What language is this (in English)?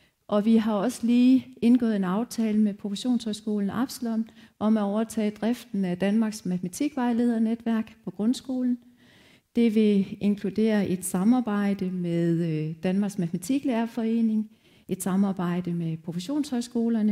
Danish